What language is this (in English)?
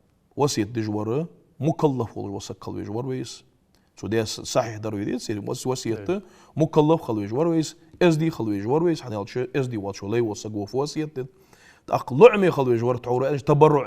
Ingush